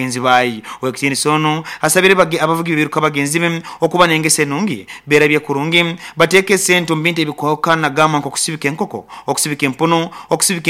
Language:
Nyoro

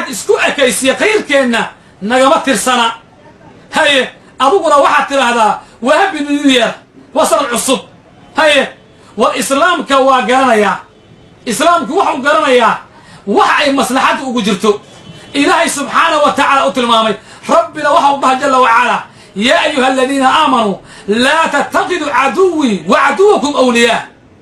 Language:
Somali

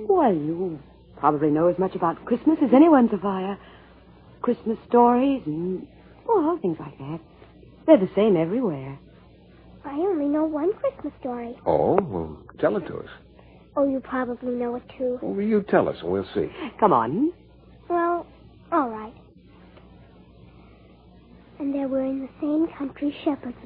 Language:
English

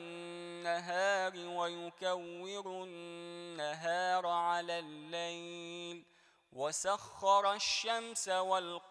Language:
Arabic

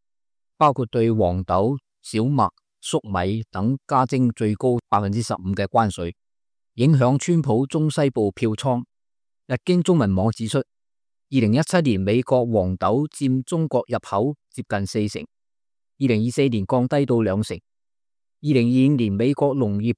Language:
Cantonese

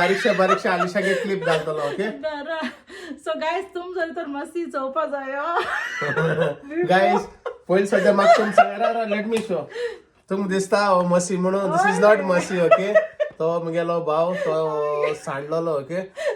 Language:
Konkani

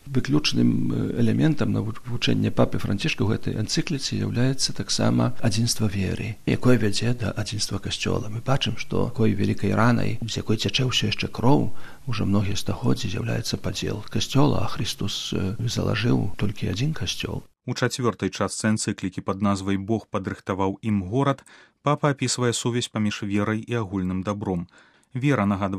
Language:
Belarusian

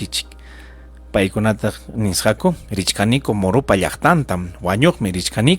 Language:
Ayacucho Quechua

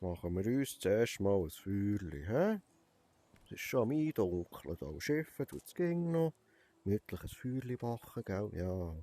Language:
Swiss German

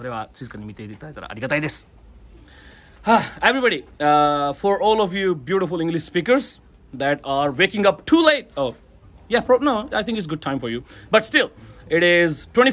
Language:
Japanese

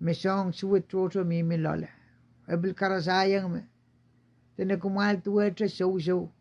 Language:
Pohnpeian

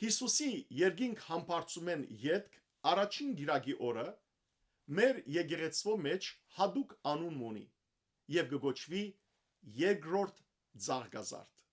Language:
Western Armenian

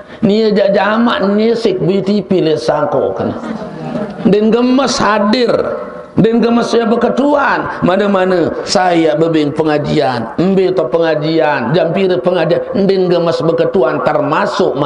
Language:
Sasak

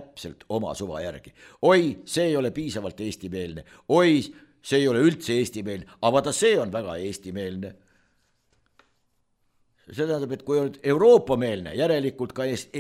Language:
Estonian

